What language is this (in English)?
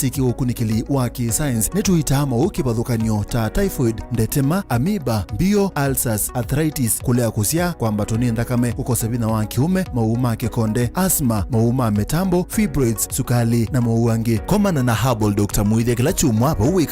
Kamba